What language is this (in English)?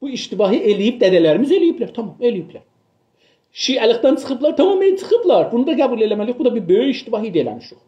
South Azerbaijani